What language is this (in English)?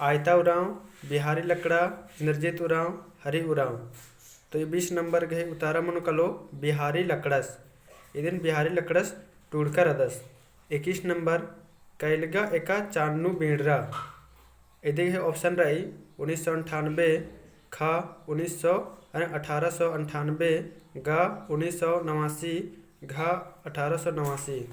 Kurukh